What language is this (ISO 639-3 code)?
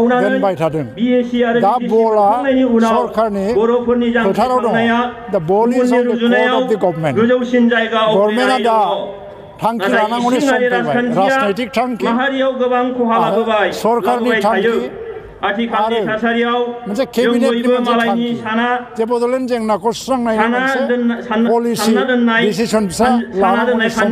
brx